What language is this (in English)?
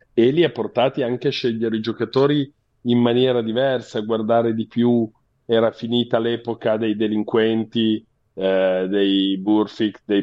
Italian